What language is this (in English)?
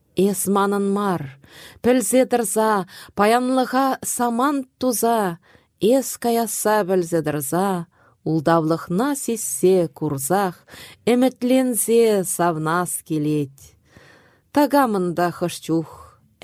Chuvash